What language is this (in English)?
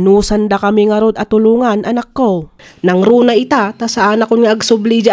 Iloko